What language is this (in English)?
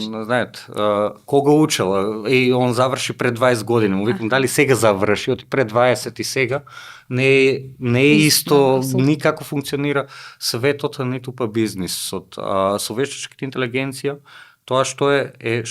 Macedonian